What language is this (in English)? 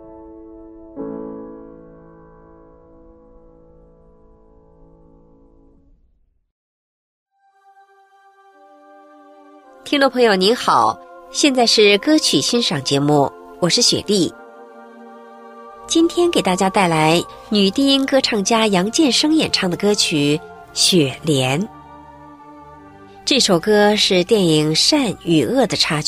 Chinese